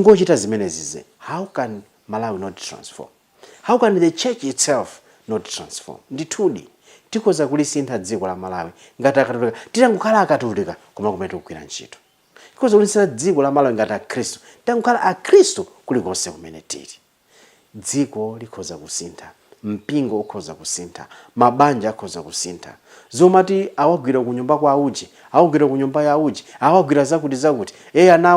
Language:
Nyanja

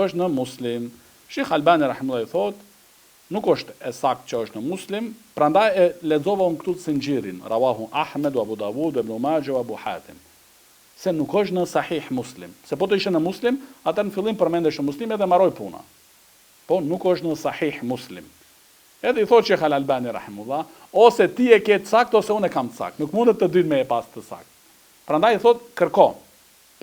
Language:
Albanian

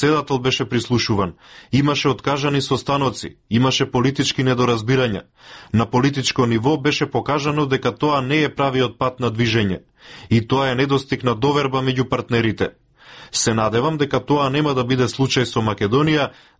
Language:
Macedonian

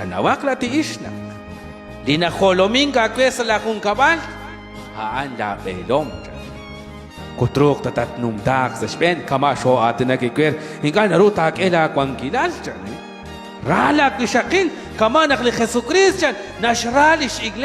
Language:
Kekchí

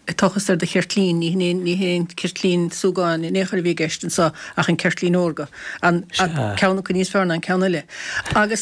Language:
Irish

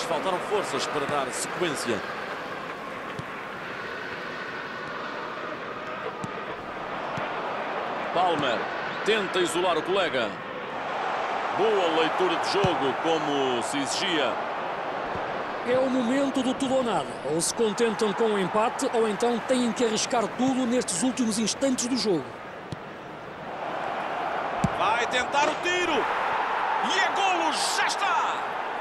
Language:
Portuguese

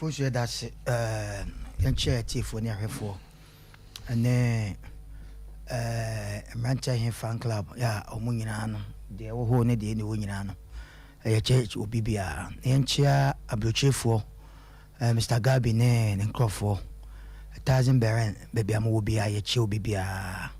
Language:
Akan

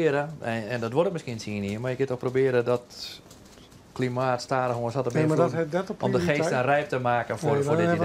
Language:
Western Frisian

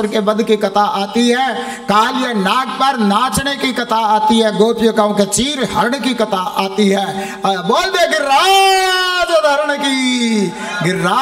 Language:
Hindi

